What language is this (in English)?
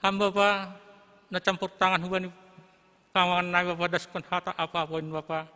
Batak Simalungun